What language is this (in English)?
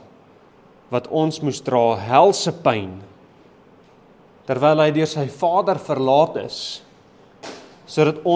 Afrikaans